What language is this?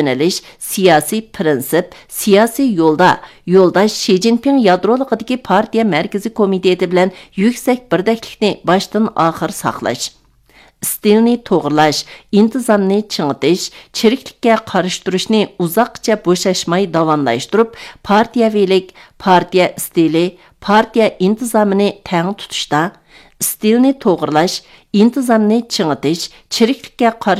Uyghur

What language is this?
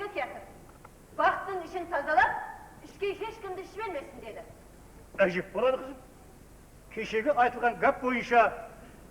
Kara-Kalpak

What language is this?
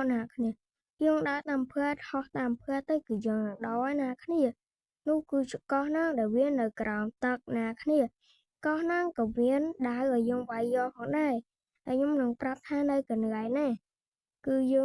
Khmer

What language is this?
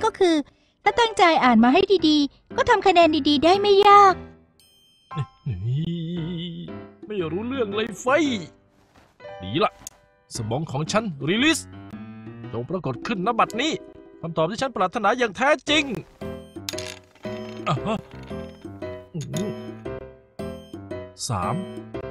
Thai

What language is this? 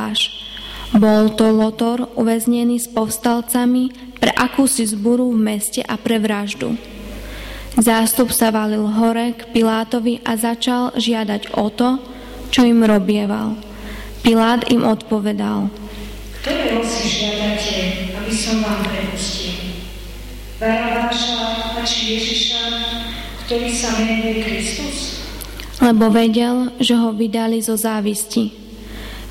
Slovak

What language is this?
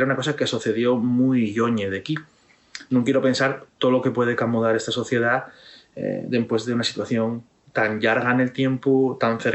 Asturian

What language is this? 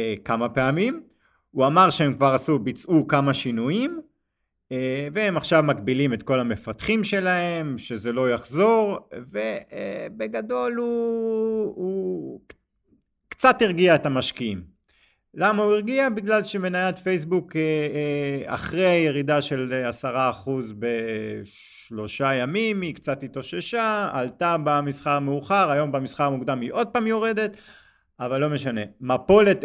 Hebrew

